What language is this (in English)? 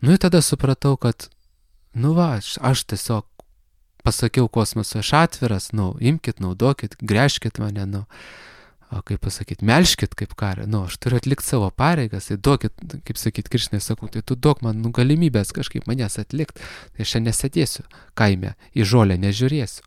Lithuanian